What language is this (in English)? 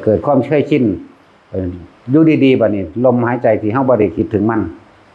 Northeastern Thai